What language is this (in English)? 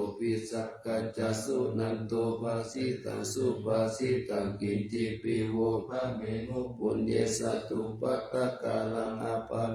Pali